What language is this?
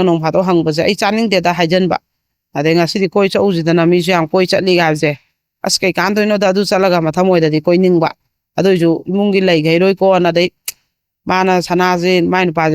Manipuri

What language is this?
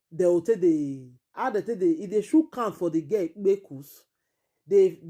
Nigerian Pidgin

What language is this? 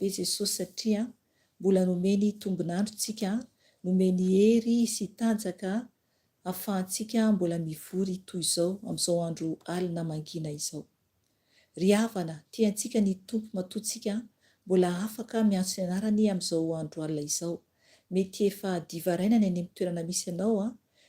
Malagasy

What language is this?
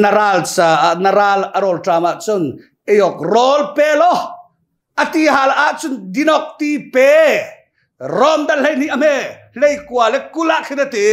Hakha Chin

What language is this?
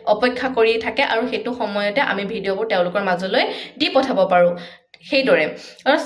Assamese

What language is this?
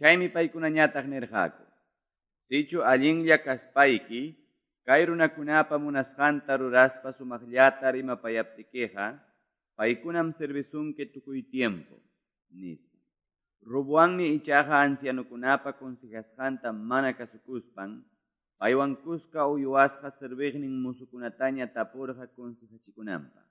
Quechua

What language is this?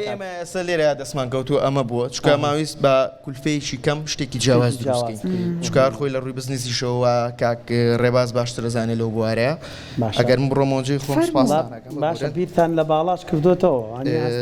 Central Kurdish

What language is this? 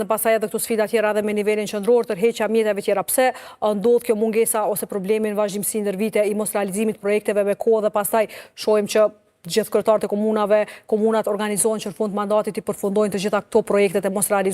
Albanian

